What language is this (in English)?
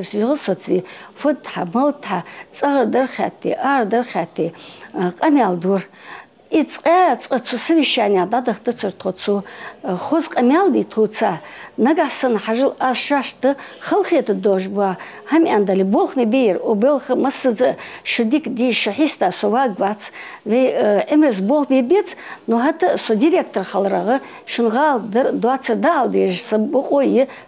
Ingush